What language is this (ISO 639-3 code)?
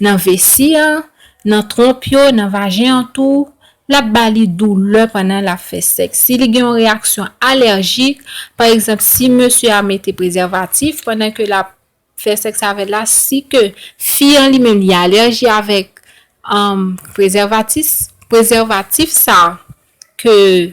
hat